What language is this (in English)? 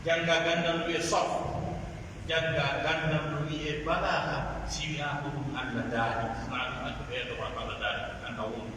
Pular